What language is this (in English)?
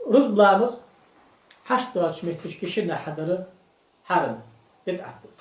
Ingush